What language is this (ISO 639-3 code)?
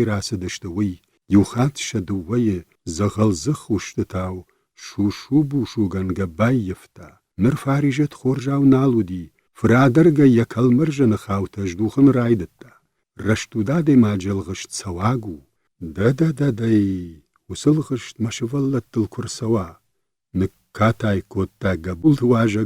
oss